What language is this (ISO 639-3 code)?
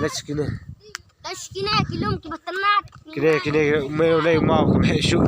kha